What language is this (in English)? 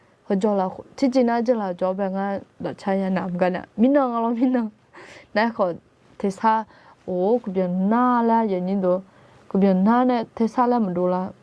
Akha